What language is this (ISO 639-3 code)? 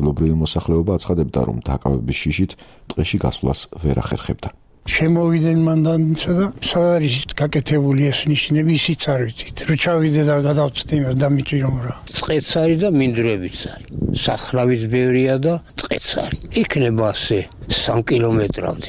kat